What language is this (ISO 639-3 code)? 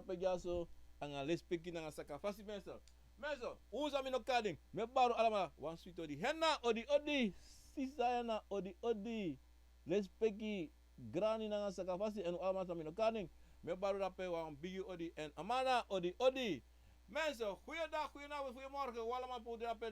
srn